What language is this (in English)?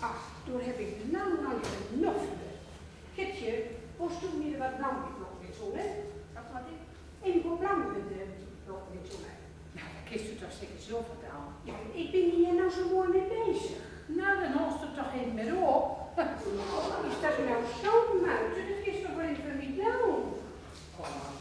Gronings